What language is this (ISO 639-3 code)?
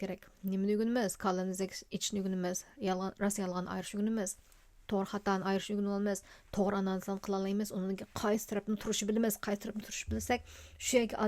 uig